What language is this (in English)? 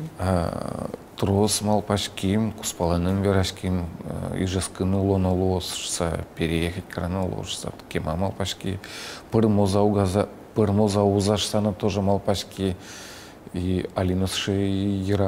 Udmurt